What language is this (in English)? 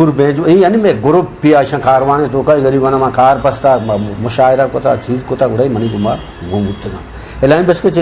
Eastern Balochi